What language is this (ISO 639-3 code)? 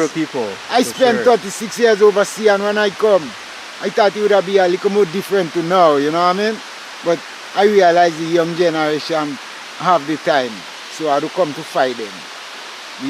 jam